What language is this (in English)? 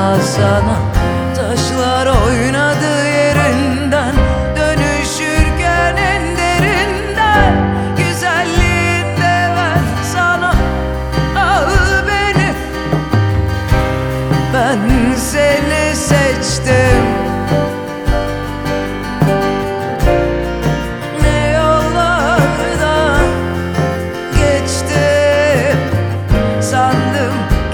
Turkish